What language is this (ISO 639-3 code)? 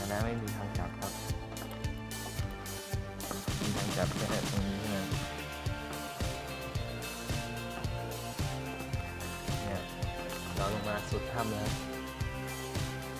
tha